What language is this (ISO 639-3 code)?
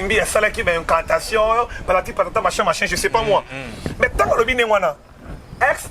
lin